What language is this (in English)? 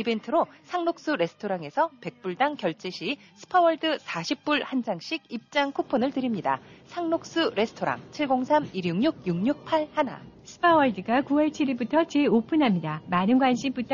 Korean